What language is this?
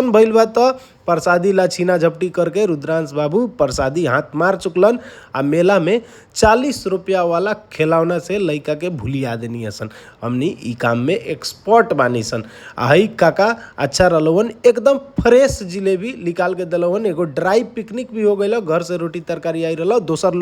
Bhojpuri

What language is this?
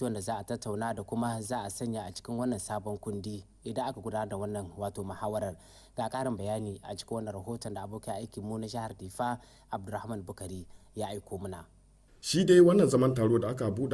Hausa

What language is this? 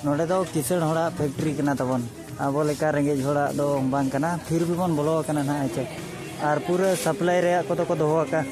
Santali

